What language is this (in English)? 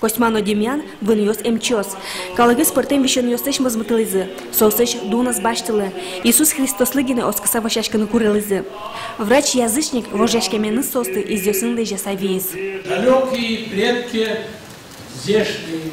Udmurt